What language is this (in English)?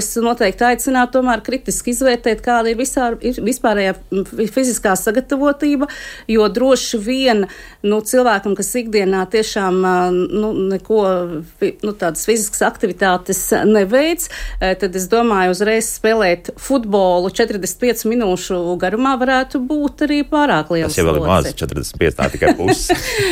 Latvian